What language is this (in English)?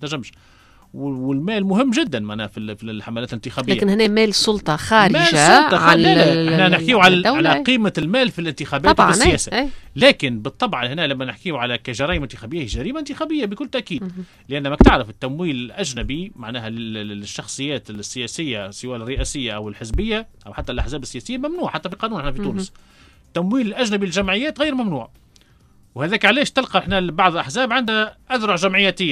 Tunisian Arabic